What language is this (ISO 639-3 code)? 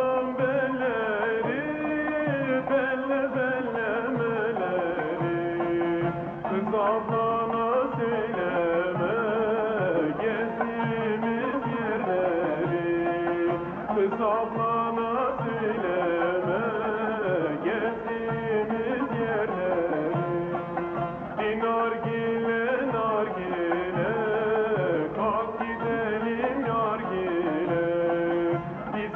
tur